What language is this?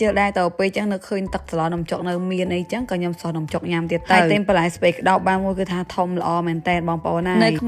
Khmer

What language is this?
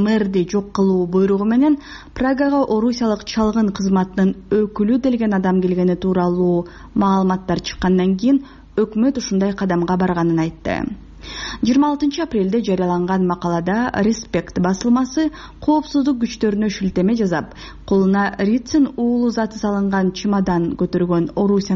Kyrgyz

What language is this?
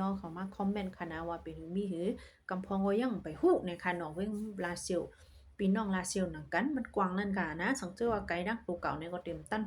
Shan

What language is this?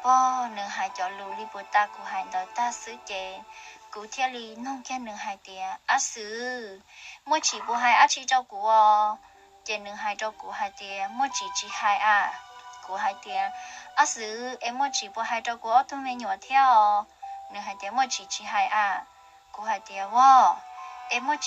Hmong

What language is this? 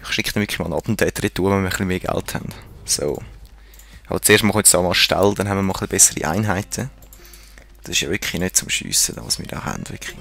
Swiss German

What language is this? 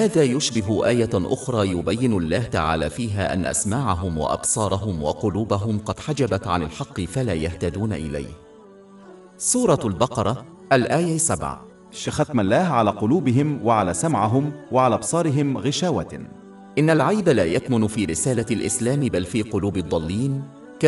Arabic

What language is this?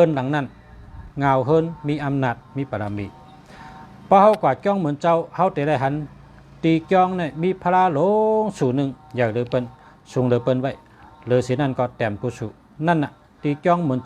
Shan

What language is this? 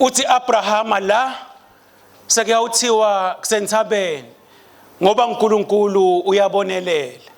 Swati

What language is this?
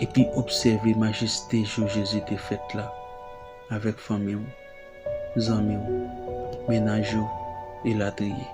Haitian Creole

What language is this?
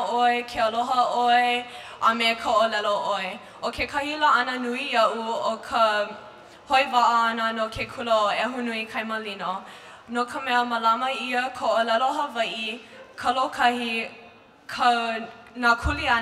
Hawaiian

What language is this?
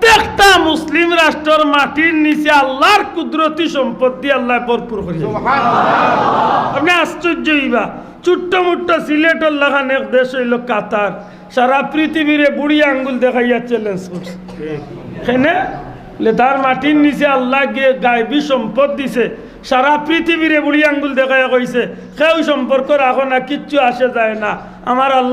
Sylheti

